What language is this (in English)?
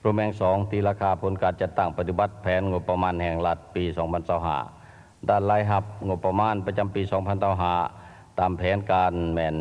Lao